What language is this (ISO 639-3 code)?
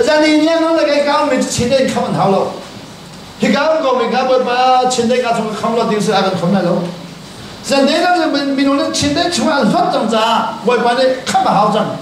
cnh